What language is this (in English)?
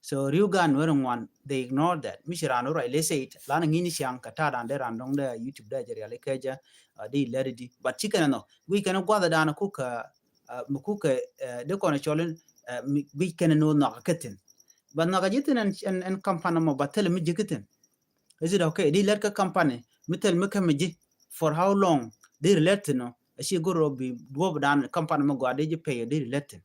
Nuer